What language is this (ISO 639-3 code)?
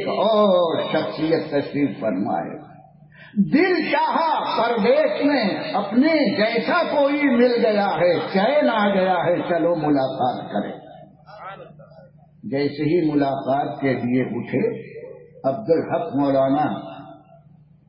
urd